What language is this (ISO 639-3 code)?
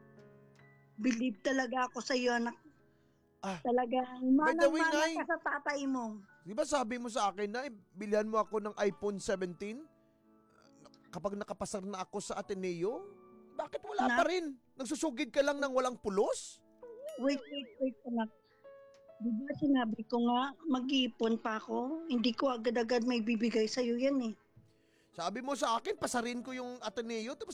fil